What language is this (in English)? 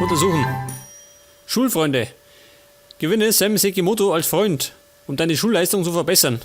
Bavarian